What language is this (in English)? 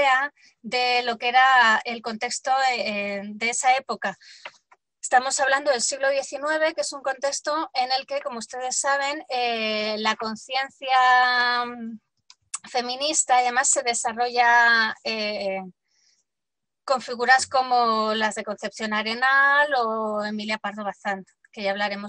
Spanish